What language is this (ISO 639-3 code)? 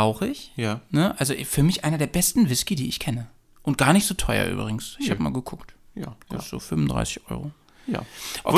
deu